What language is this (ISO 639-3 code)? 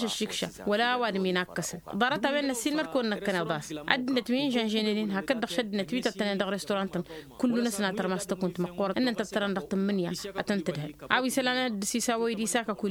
taq